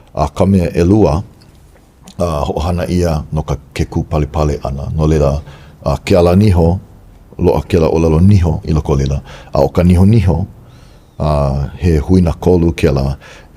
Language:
Hawaiian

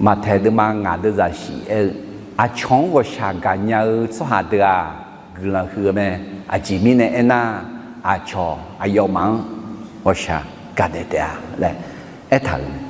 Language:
Akha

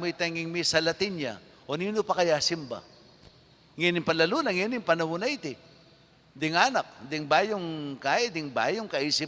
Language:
Pampanga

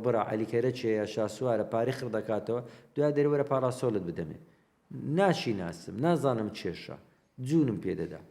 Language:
Central Kurdish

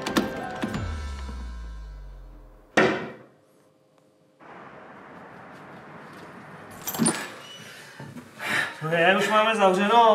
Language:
Czech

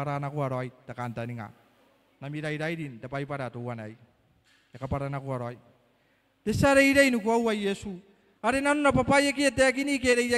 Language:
Gilbertese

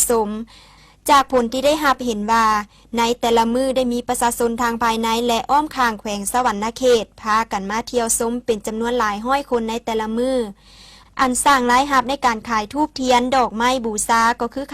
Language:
Lao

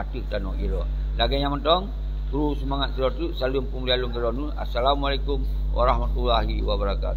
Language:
Achinese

